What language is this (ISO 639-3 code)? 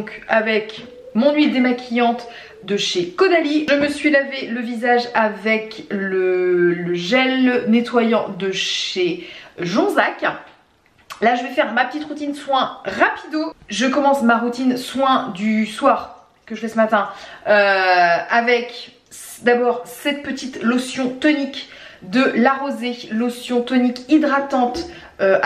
fra